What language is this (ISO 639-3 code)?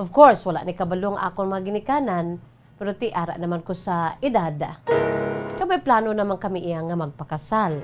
hil